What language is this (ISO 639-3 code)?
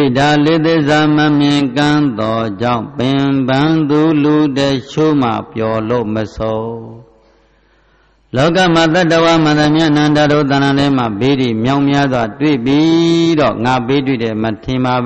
mya